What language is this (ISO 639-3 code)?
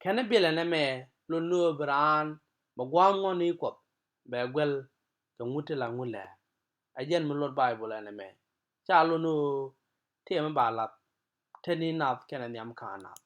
nus